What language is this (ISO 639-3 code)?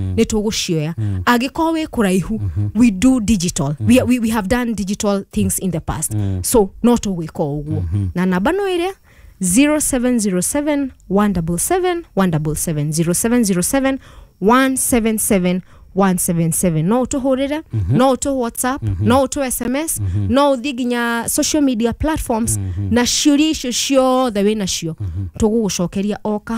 kik